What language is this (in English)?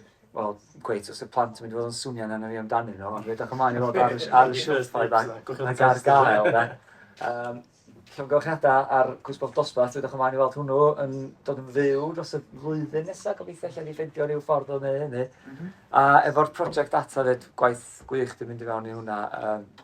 Welsh